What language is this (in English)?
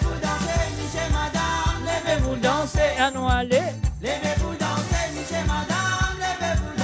Morisyen